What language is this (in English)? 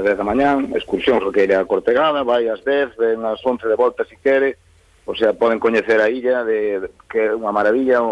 Galician